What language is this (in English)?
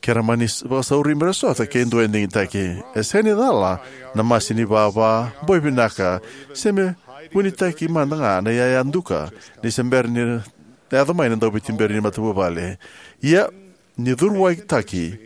Fijian